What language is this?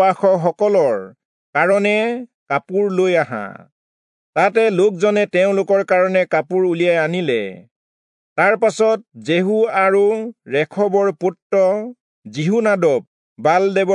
Assamese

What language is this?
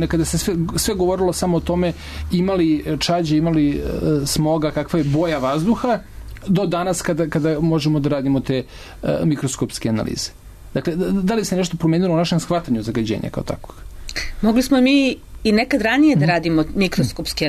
Serbian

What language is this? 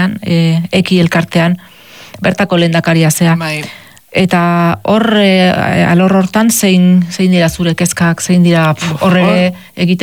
Basque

